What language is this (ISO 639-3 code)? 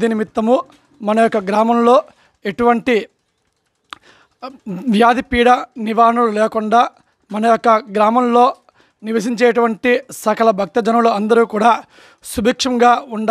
tel